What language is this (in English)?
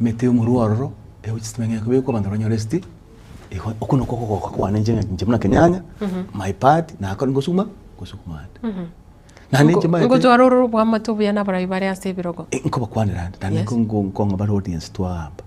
Gusii